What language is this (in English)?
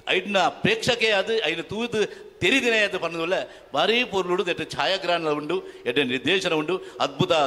Tulu